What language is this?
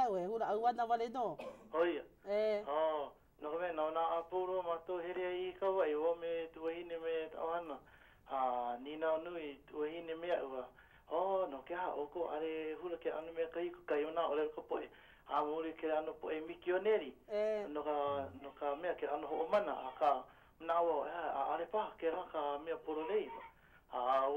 Hawaiian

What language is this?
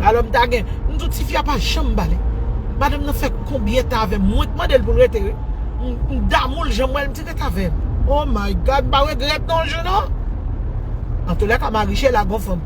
Haitian Creole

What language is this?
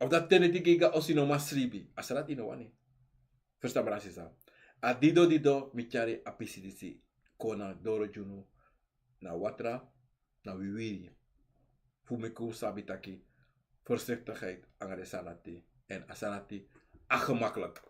Sranan Tongo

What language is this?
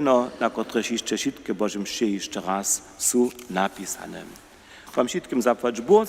Upper Sorbian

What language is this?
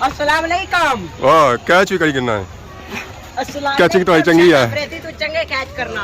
Pahari-Potwari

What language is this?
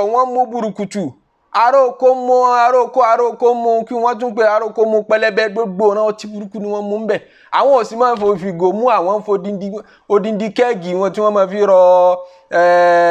Yoruba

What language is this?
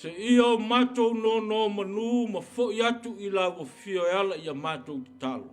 Samoan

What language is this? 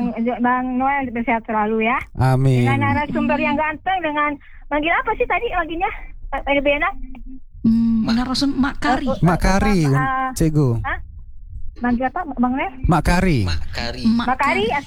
Indonesian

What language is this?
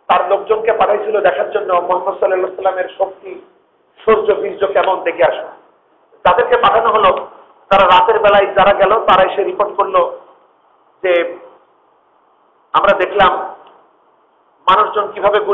Bangla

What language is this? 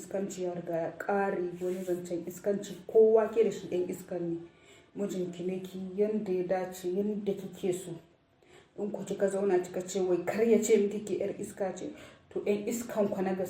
Hausa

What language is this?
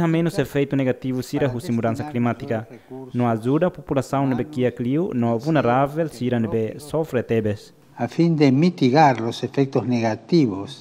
Tetum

